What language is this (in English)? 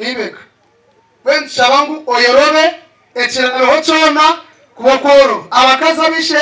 Nyankole